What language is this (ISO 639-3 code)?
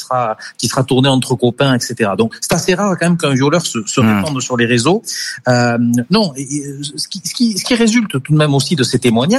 fra